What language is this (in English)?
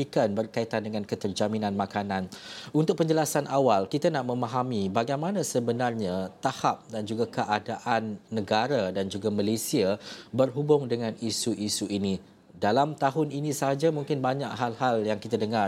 Malay